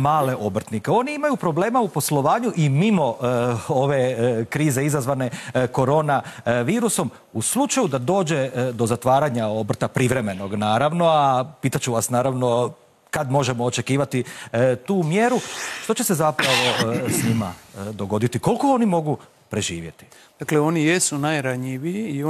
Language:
Croatian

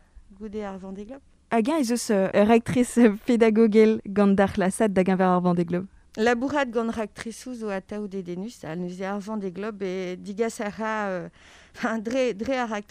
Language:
Breton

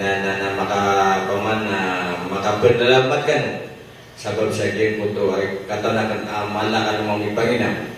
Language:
Maranao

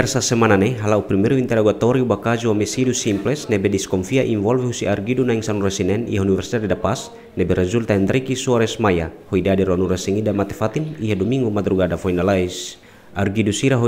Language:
Tetum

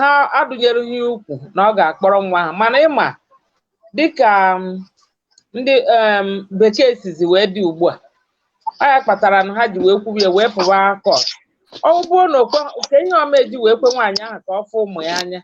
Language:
Igbo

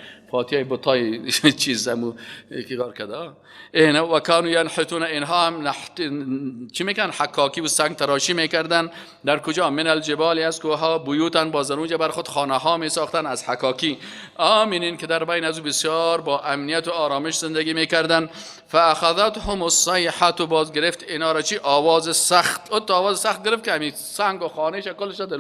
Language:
Persian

